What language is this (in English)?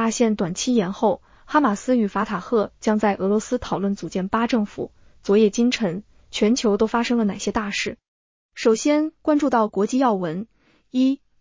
Chinese